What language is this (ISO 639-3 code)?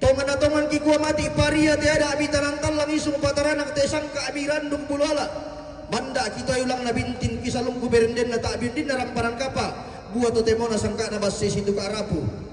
sda